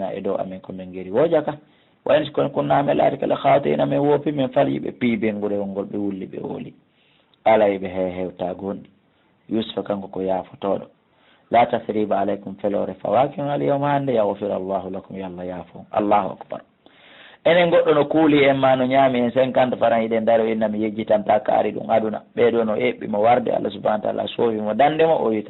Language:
Fula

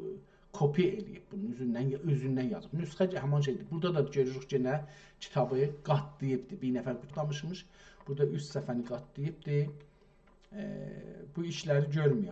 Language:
South Azerbaijani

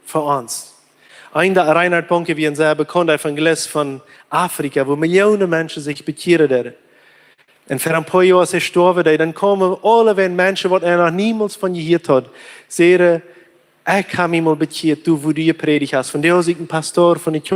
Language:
Plautdietsch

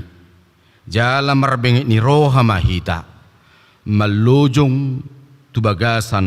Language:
Batak Toba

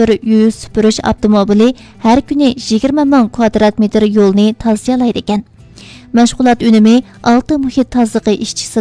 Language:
Uyghur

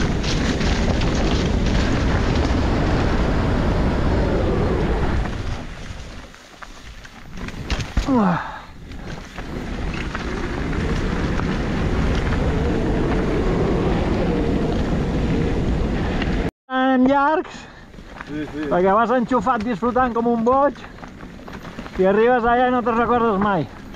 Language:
Catalan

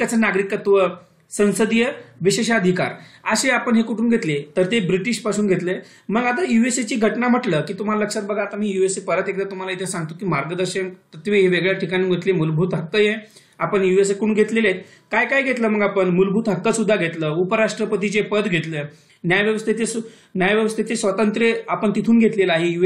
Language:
Marathi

